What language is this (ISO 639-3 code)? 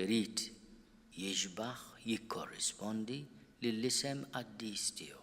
mlt